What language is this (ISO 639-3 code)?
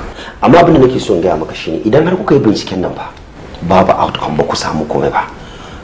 hau